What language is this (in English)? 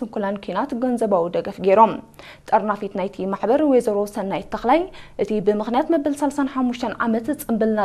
Tigrinya